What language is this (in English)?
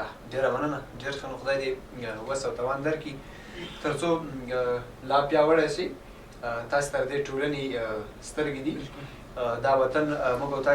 Pashto